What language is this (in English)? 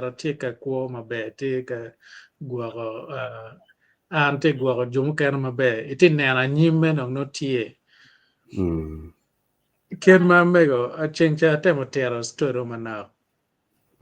Acoli